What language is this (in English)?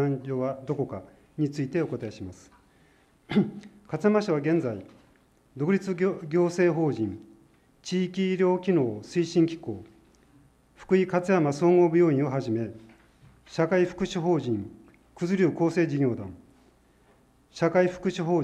Japanese